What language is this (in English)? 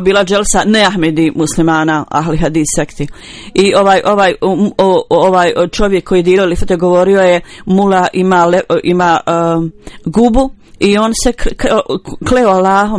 Bosnian